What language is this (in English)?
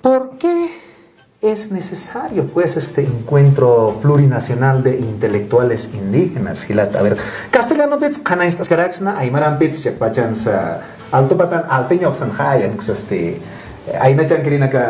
Aymara